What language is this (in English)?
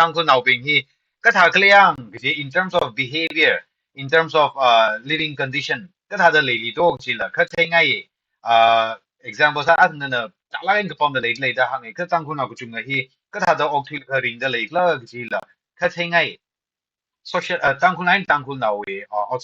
Tangkhul Naga (India)